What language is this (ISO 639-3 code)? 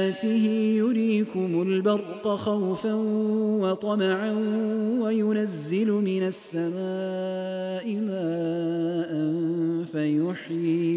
ara